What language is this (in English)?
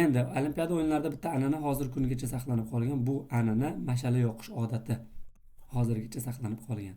Uzbek